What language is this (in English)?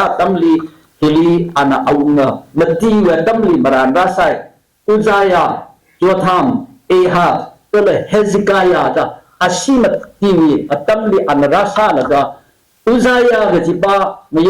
Tangkhul Naga (India)